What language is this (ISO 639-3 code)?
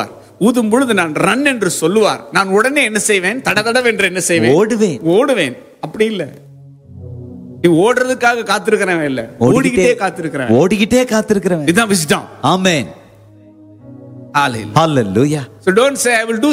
tam